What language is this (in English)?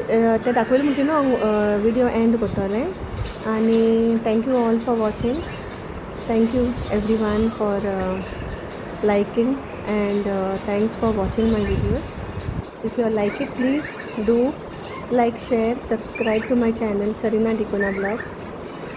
Konkani